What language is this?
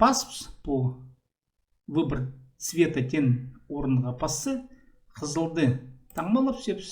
Khakas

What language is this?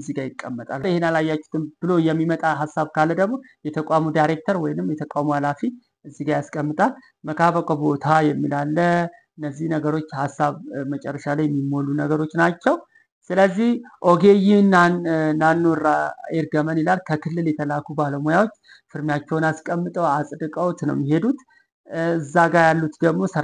Amharic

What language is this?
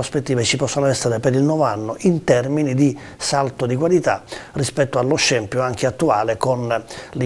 Italian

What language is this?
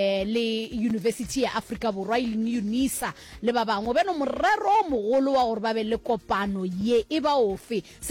Northern Sotho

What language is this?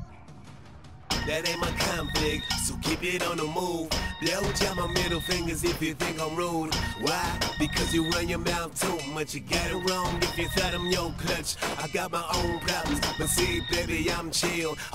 English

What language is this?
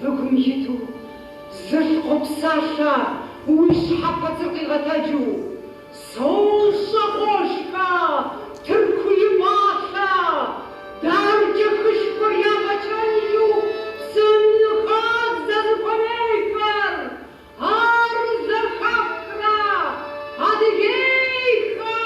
Kabardian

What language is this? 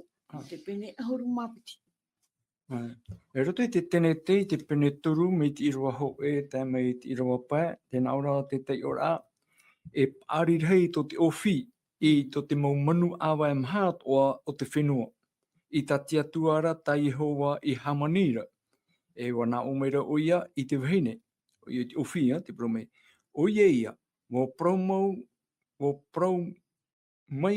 Tahitian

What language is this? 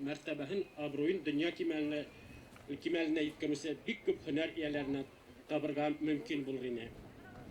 Bashkir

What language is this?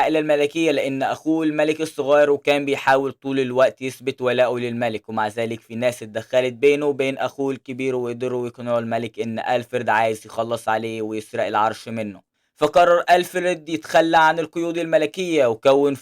Egyptian Arabic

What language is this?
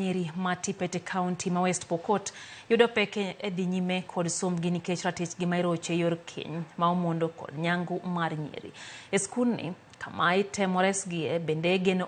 Luo (Kenya and Tanzania)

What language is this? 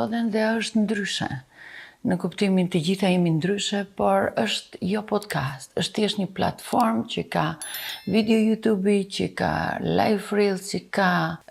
Albanian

